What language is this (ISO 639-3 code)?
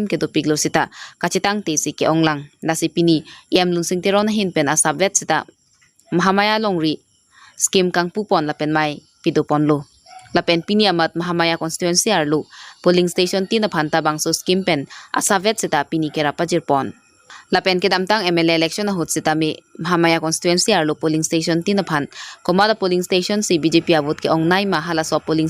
mjw